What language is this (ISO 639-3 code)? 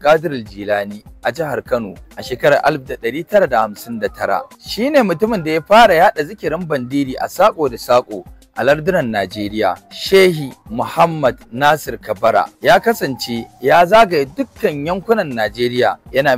hau